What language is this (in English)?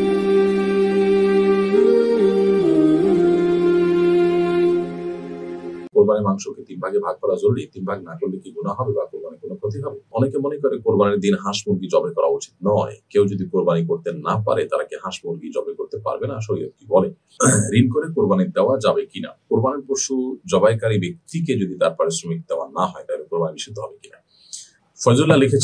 Bangla